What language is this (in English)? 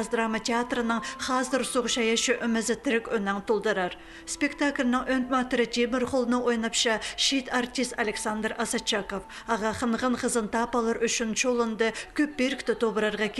Khakas